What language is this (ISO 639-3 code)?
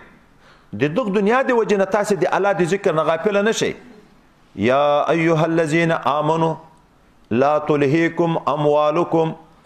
pus